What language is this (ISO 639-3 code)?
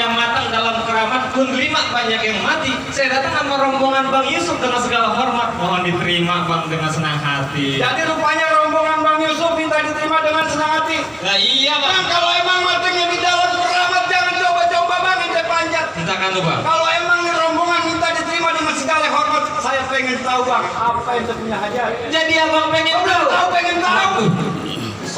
bew